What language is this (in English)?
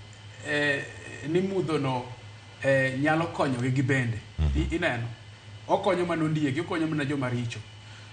Luo (Kenya and Tanzania)